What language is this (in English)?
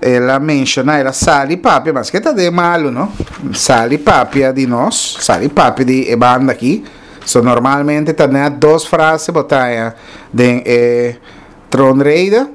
Papiamento